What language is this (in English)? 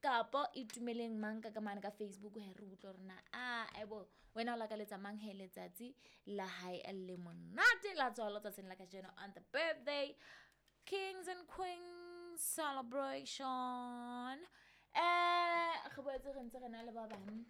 Southern Sotho